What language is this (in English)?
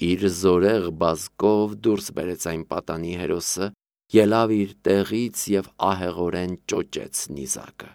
Armenian